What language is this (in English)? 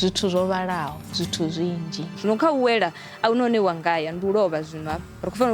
Venda